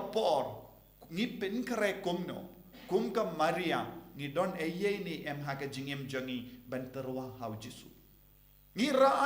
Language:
Khasi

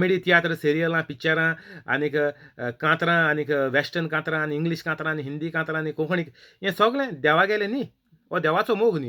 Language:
Konkani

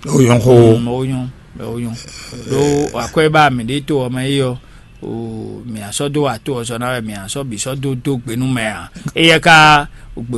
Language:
Fon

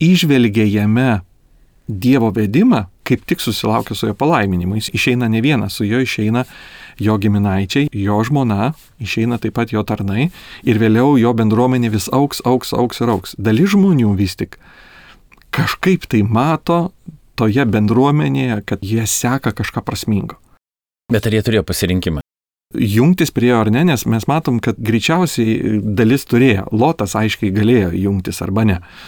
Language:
Lithuanian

